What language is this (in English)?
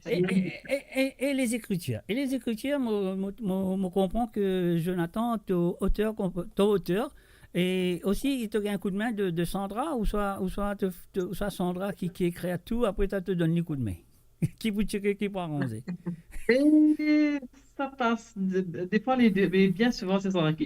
Morisyen